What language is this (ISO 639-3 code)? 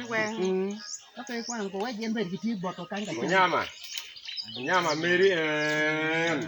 ach